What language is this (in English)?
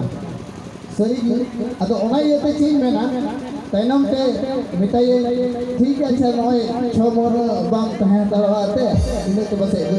Santali